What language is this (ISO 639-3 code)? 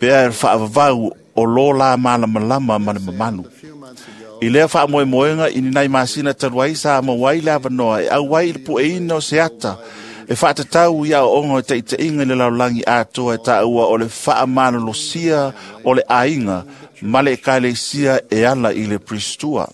smo